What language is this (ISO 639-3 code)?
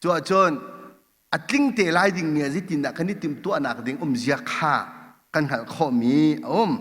cnh